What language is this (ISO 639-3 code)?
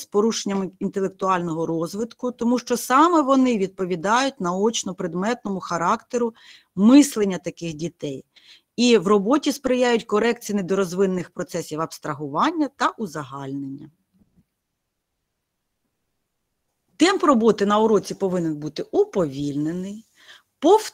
ukr